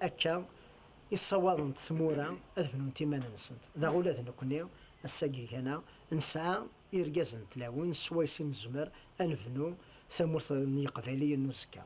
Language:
Kabyle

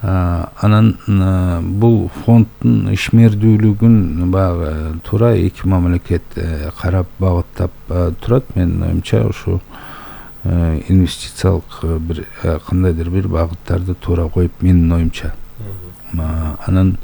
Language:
Kyrgyz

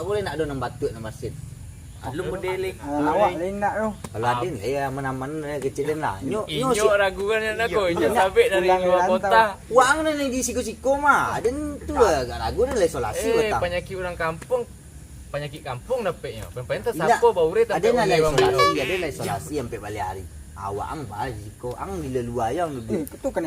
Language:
Minangkabau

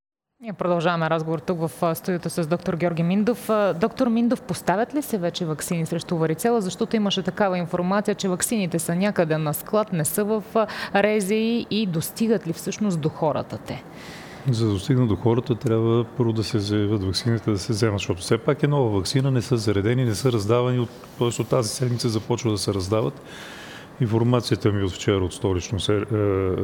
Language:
Bulgarian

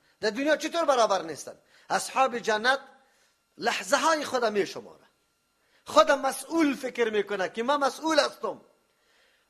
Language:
Persian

